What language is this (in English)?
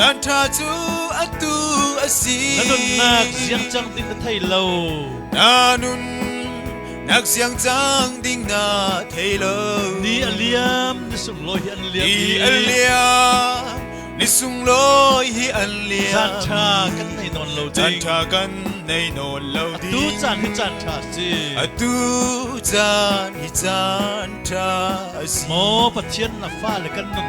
Falam Chin